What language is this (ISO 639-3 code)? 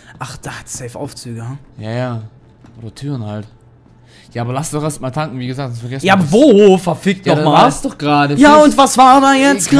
deu